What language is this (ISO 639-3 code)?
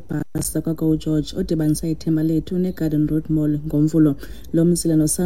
xho